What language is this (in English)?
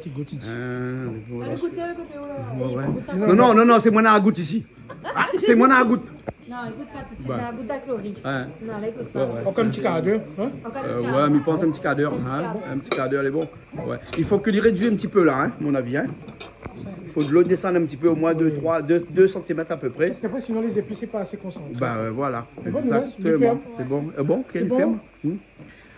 Réunion Creole French